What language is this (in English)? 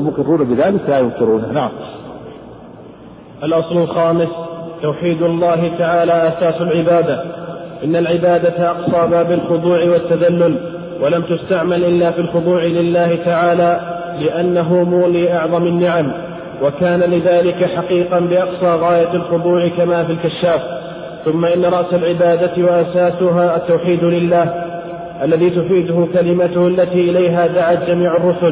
Arabic